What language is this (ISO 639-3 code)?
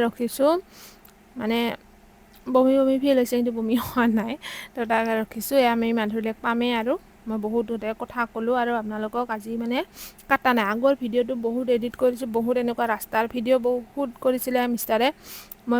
asm